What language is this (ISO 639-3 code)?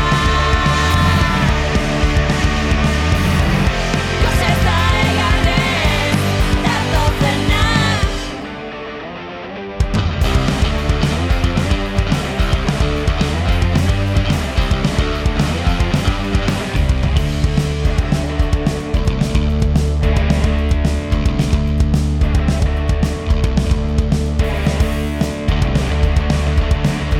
eus